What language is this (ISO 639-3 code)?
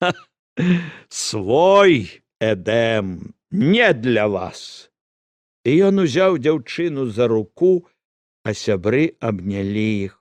bel